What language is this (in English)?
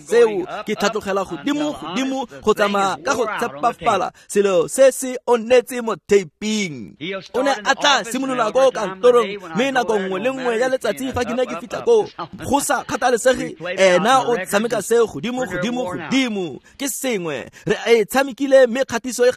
Tswana